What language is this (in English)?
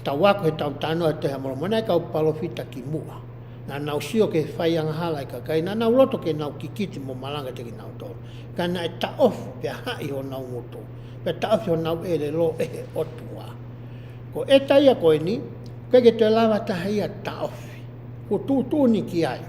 Tongan